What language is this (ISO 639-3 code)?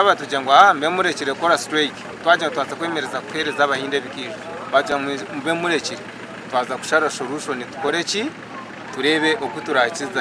nyn